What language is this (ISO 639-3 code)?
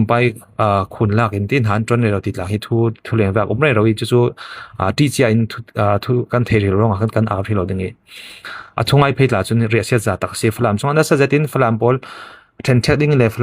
cfm